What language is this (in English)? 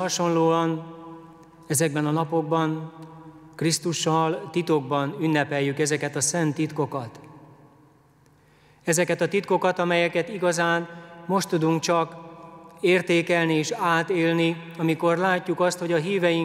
Hungarian